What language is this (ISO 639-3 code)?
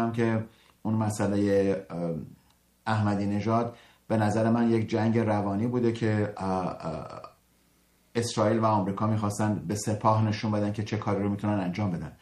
fas